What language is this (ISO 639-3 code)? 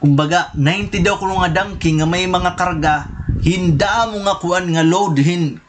war